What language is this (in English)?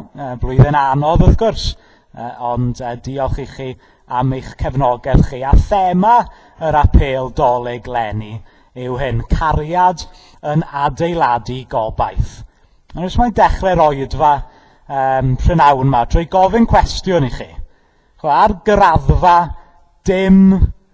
Welsh